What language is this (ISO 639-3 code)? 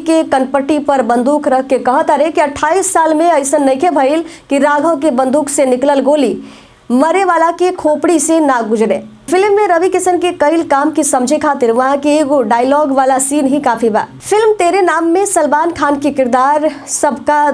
bho